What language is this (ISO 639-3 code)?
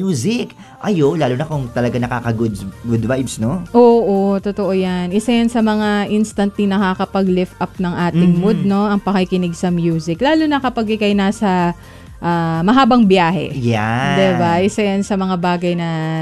fil